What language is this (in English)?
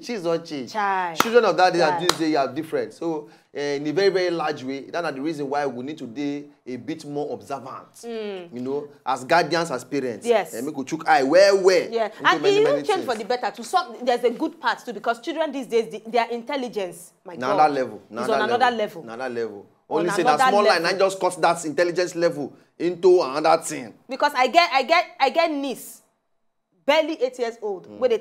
Nigerian Pidgin